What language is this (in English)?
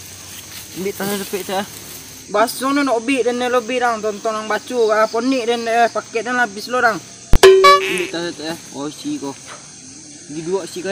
Minangkabau